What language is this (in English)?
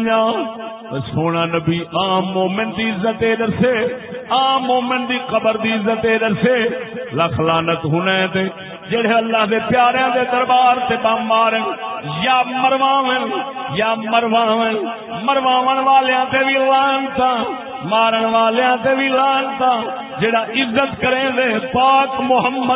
Saraiki